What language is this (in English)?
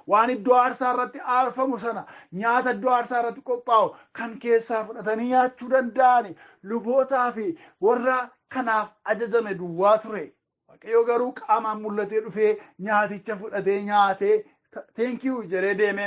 Oromo